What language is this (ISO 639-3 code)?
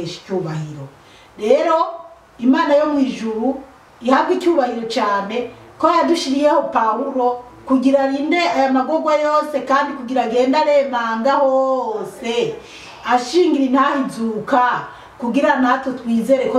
run